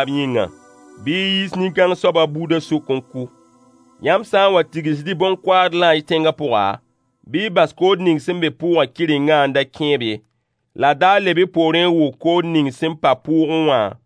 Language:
Mossi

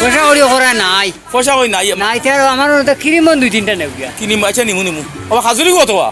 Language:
Sylheti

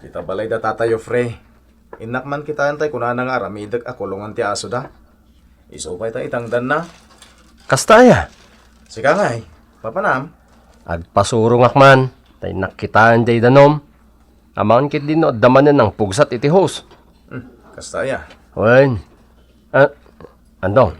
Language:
Iloko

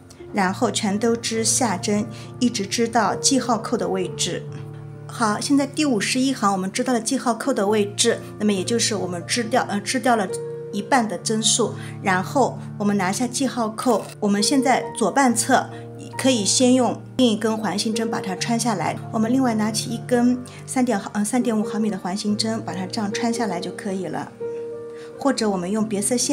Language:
Chinese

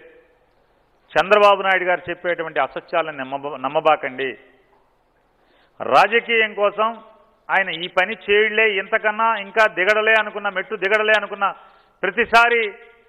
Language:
Telugu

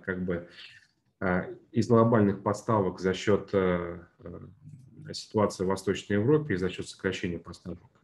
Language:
Russian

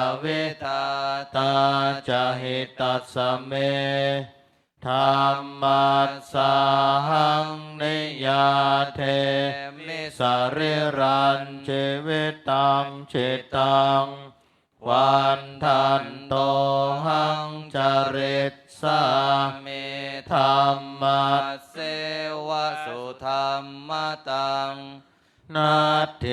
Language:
Pali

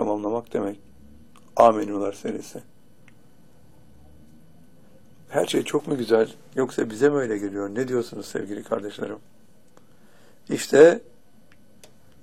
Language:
Turkish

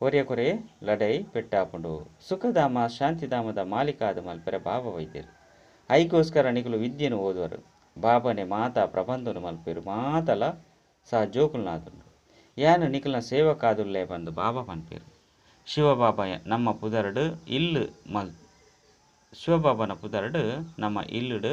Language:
Tulu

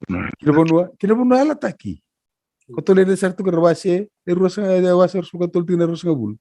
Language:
Fijian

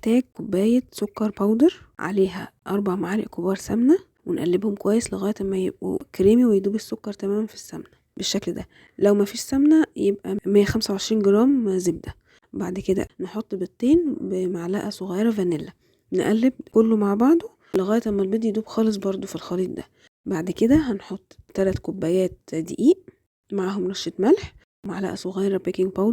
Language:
Egyptian Arabic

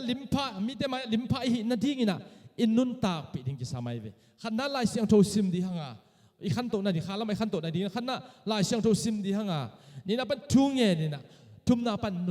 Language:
Tedim Chin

